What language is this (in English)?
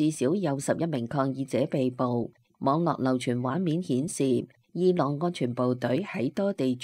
Cantonese